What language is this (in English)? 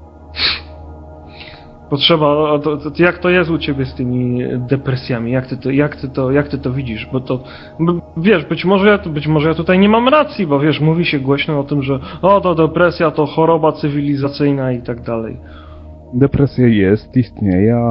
Polish